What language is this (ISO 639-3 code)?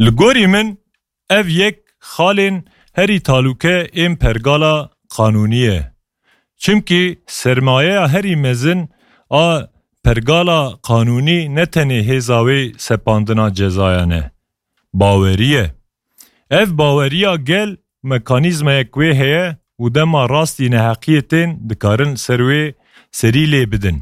kur